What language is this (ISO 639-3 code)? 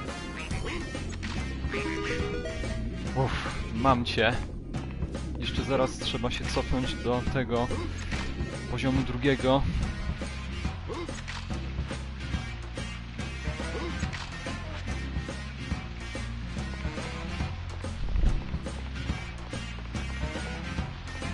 pol